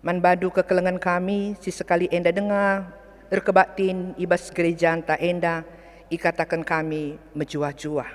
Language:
Batak Karo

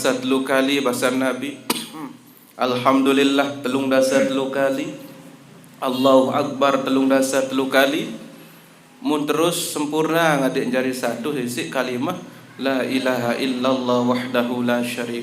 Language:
Sasak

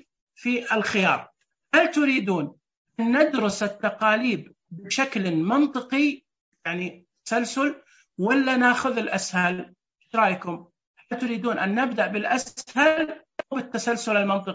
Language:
Najdi Arabic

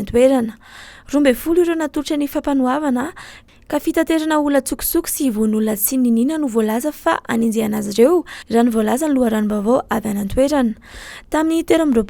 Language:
Malagasy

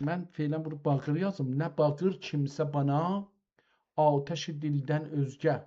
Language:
South Azerbaijani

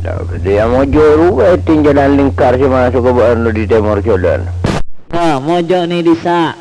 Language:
Madurese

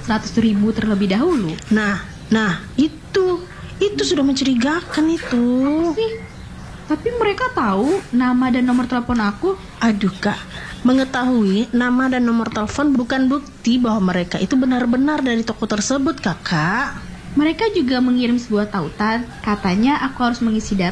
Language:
Indonesian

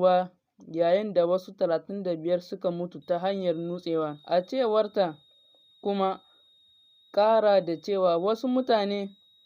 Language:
Hausa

